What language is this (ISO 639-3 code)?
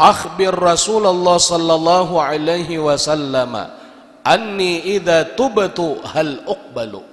bjn